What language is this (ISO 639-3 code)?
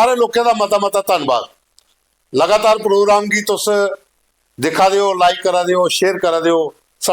doi